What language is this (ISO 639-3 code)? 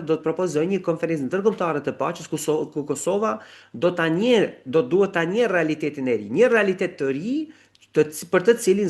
sqi